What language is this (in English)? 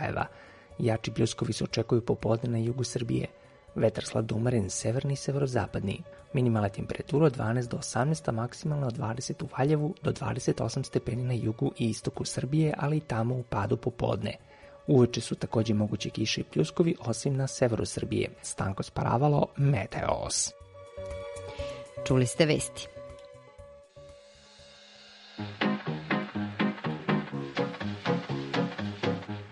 Serbian